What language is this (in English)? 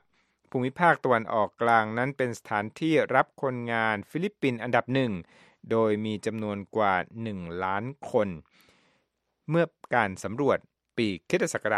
Thai